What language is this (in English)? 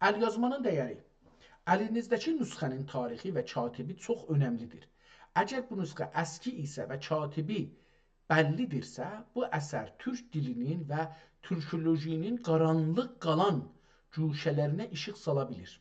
South Azerbaijani